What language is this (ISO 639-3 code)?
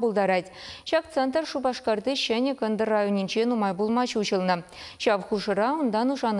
chv